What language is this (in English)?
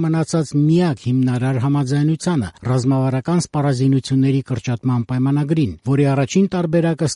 Armenian